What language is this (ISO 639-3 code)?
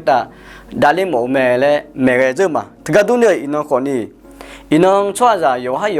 ahk